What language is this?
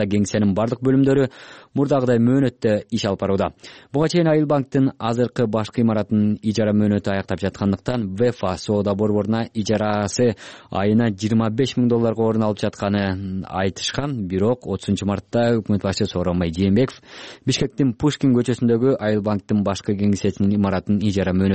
Kyrgyz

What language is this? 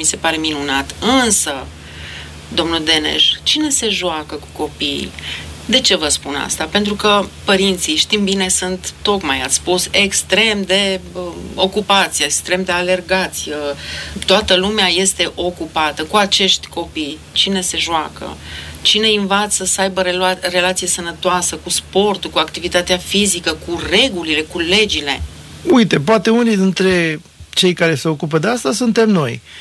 Romanian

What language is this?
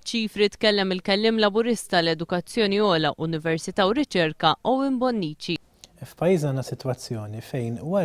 Maltese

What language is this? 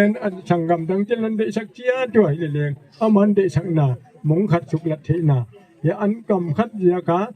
Gangte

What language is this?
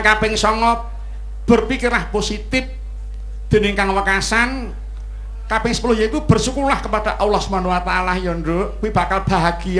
Javanese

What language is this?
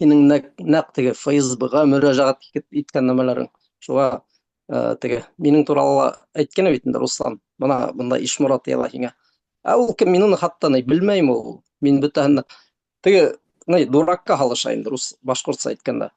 Bashkir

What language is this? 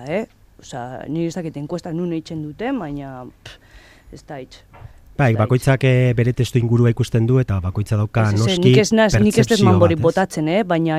Basque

